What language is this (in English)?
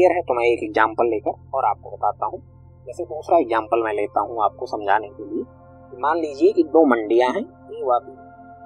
Hindi